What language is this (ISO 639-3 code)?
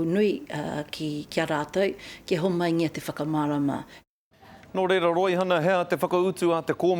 mri